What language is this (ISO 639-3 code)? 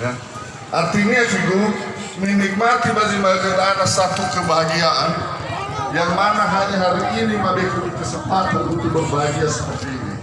nia